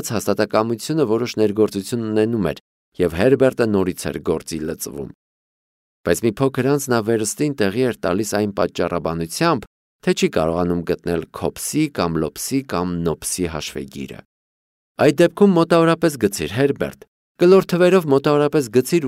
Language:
Armenian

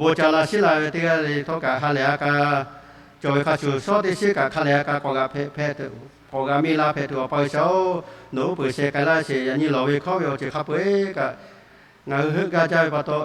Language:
Lahu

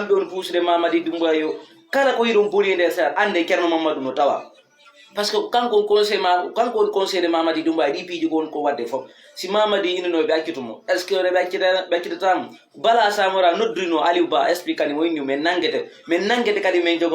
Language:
Fula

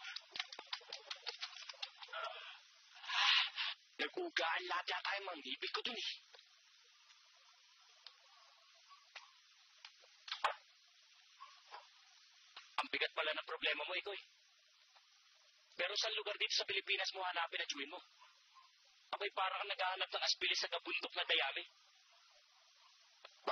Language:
Filipino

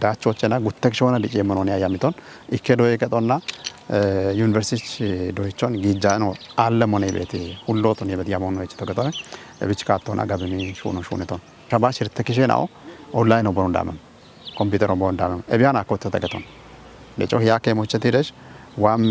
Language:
Kafa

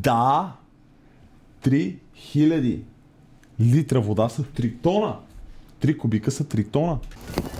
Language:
Bulgarian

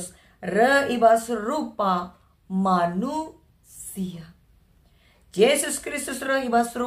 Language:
Batak Karo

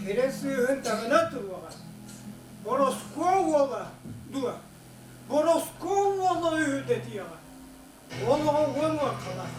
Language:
Yakut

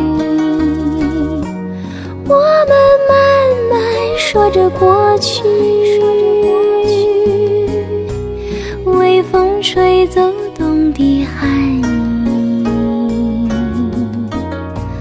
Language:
Chinese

